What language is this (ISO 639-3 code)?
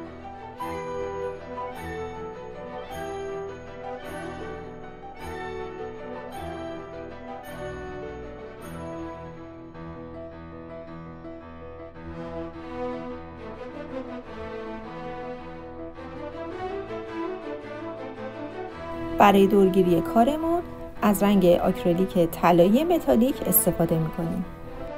fas